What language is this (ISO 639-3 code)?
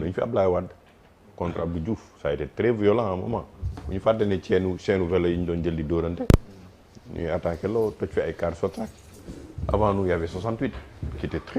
wol